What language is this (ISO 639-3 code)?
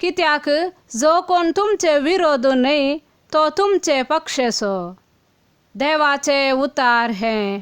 kok